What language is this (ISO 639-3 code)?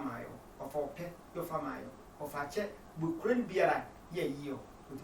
sfw